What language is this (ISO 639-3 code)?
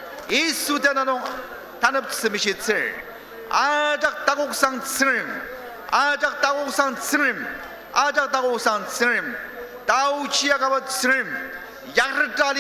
njo